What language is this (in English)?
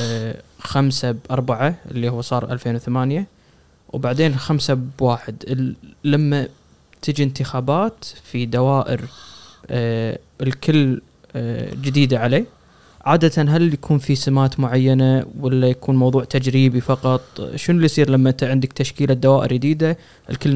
Gulf Arabic